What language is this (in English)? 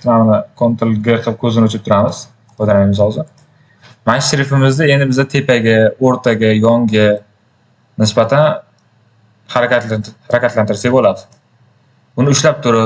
Uzbek